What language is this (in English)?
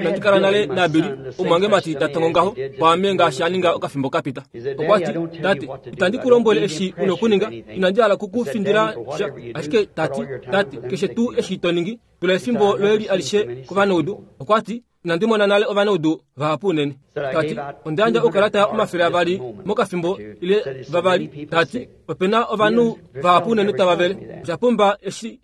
Kuanyama